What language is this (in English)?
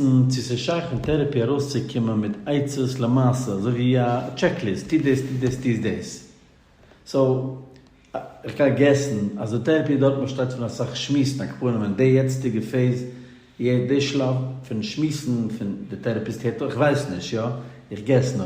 Yiddish